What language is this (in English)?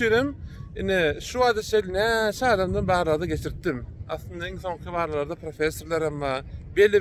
Turkmen